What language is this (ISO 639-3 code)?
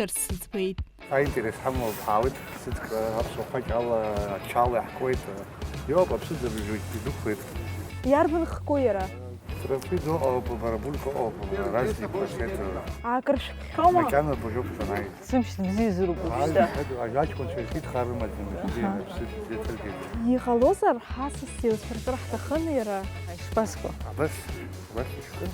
abk